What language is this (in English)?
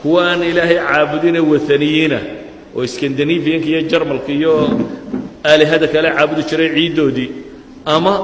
Somali